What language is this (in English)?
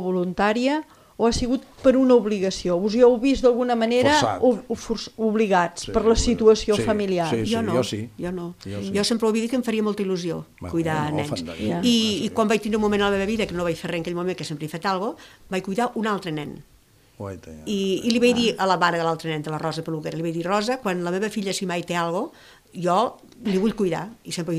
Catalan